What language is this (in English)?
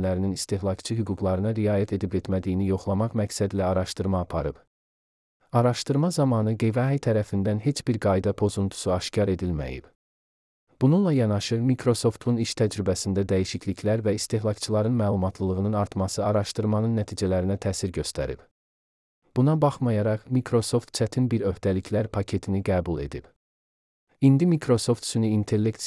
Azerbaijani